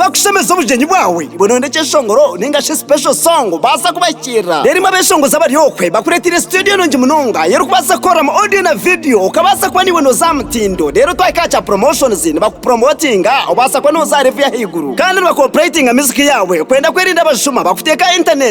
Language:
Nyankole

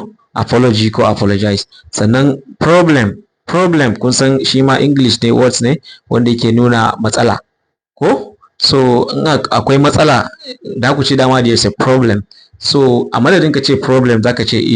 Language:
Hausa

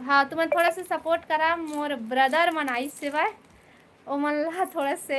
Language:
Chhattisgarhi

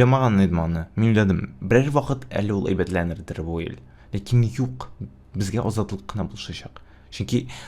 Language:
Tatar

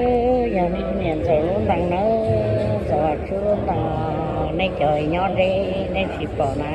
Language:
Hmong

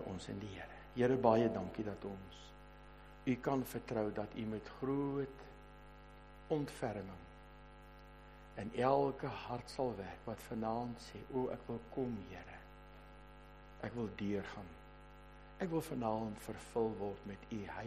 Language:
Afrikaans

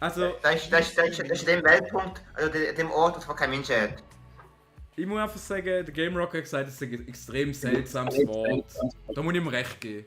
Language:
Swiss German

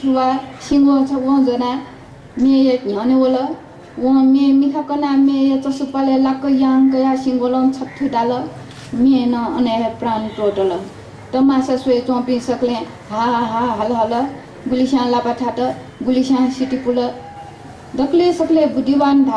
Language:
Newari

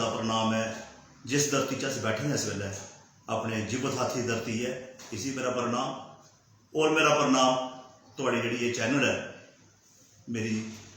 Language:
Dogri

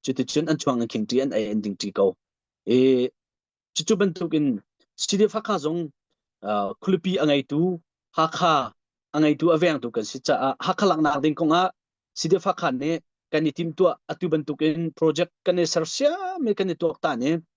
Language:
Hakha Chin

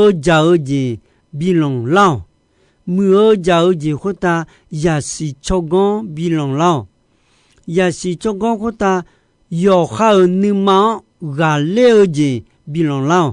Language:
Akha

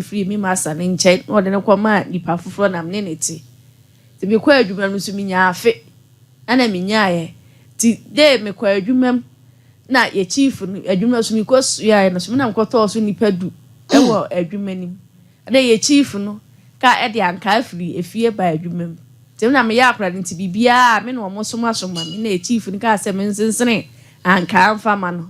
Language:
Akan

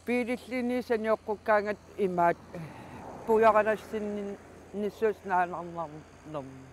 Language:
Kalaallisut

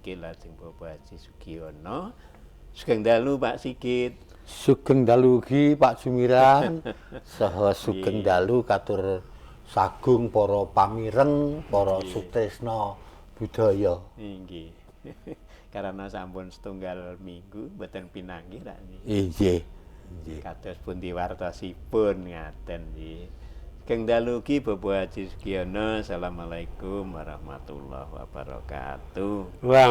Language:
Javanese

